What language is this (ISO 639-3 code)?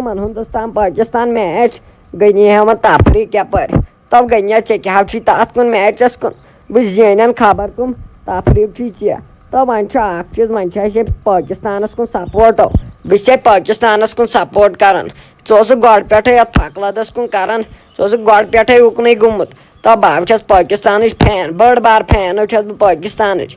kas